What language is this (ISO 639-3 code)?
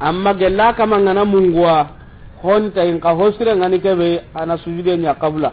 snk